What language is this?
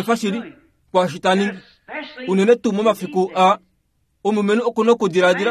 Kuanyama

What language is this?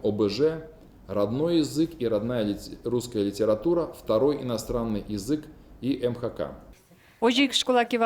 Udmurt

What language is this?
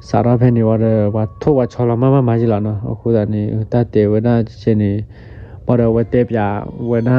S'gaw Karen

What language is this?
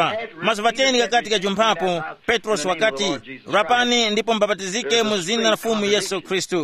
Tumbuka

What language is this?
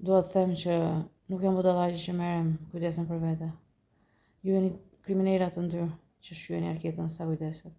Albanian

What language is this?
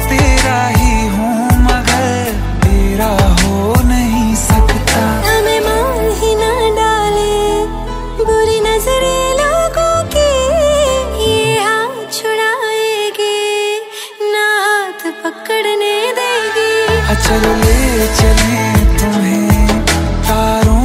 Hindi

